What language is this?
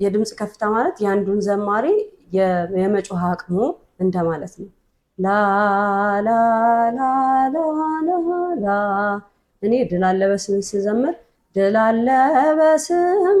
Amharic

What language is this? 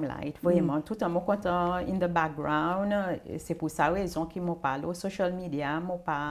Seselwa Creole French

